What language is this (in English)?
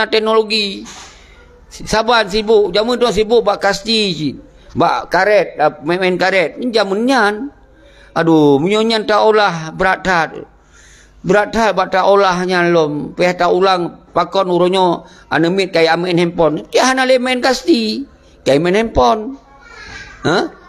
Achinese